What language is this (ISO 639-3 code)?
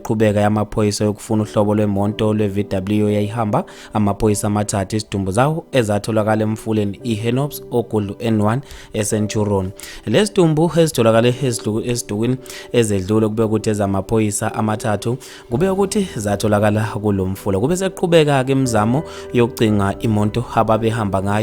zul